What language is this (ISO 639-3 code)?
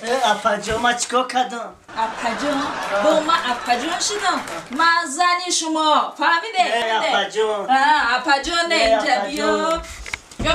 tgk